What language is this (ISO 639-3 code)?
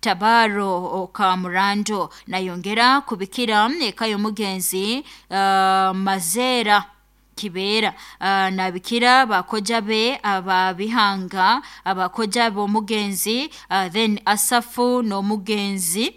nyn